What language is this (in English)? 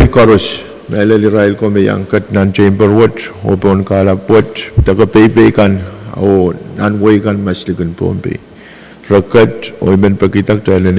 Pohnpeian